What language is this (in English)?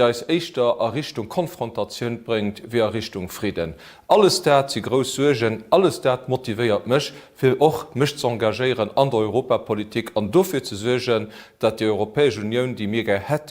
Luxembourgish